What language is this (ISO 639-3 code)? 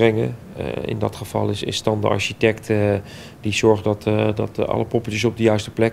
nld